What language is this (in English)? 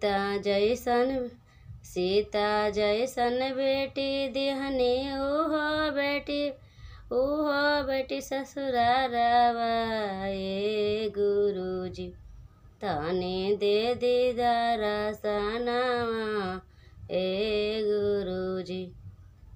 Bhojpuri